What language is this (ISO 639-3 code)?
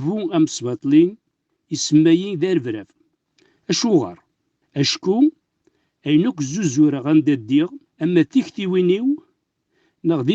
kab